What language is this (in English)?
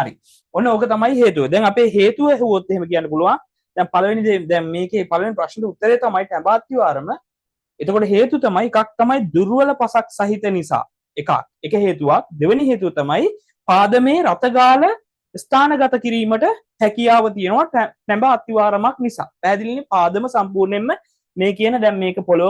Sinhala